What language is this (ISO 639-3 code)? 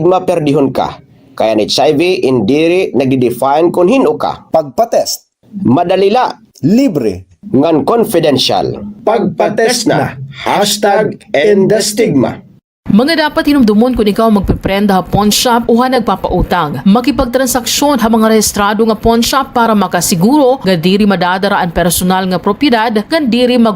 war